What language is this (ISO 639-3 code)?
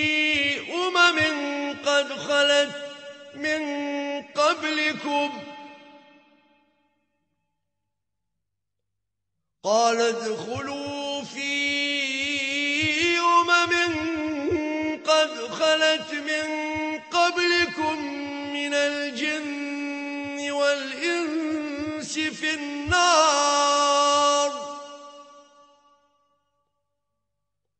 ara